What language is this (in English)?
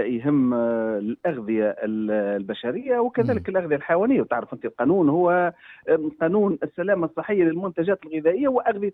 Tunisian Arabic